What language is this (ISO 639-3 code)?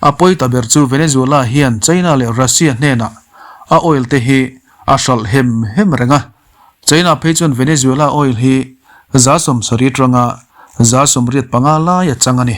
lus